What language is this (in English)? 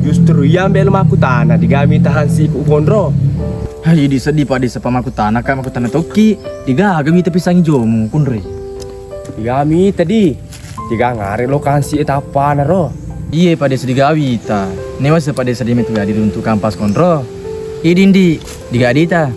Buginese